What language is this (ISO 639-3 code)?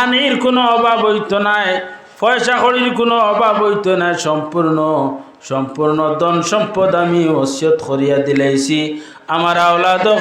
syl